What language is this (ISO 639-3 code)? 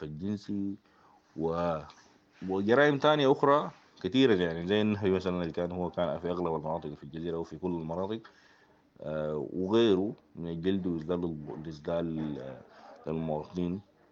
apd